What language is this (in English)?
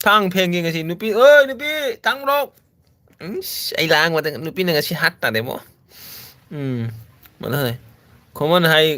Manipuri